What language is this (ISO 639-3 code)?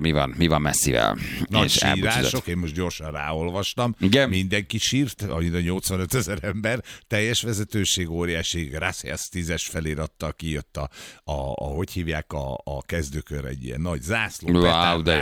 hun